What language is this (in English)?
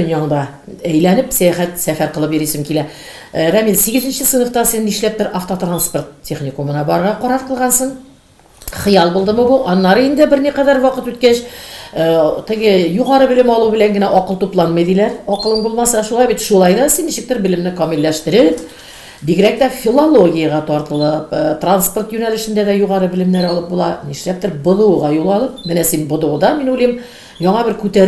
Tatar